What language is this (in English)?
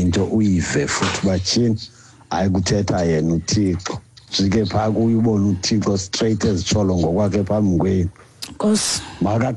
Xhosa